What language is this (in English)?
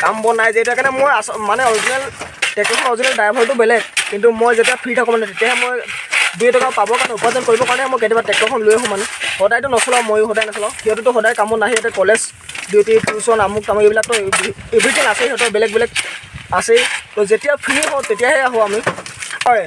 Assamese